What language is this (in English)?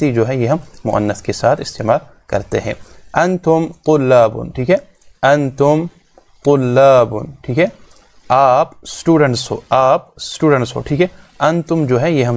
Urdu